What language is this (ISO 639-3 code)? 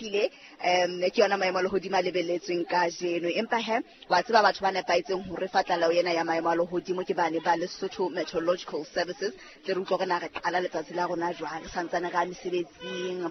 sot